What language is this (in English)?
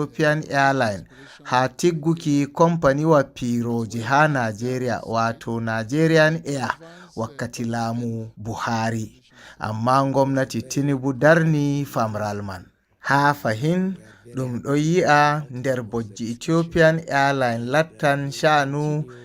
Fula